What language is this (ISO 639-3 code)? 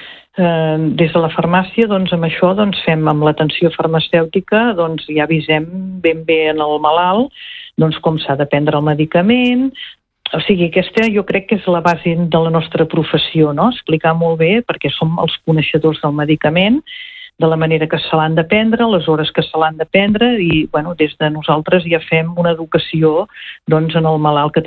cat